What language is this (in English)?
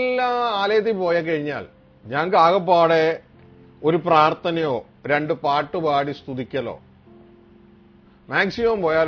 Malayalam